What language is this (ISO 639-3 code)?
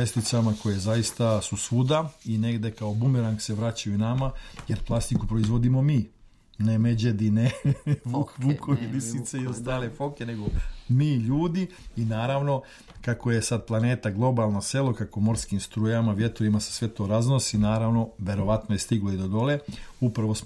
srp